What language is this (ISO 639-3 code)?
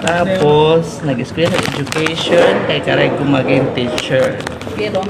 war